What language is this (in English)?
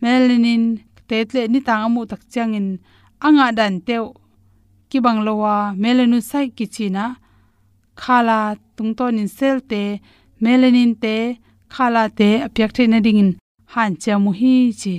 Tedim Chin